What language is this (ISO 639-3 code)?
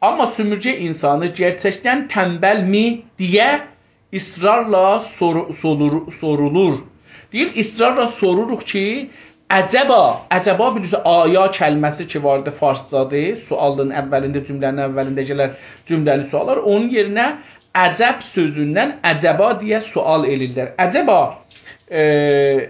azb